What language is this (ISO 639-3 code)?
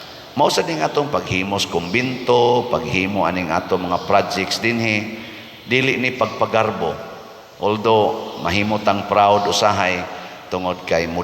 ceb